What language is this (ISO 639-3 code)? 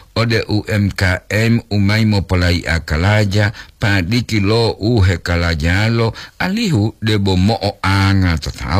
gor